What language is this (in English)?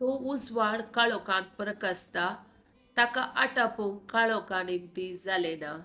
Konkani